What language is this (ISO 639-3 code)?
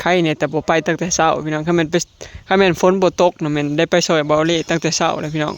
tts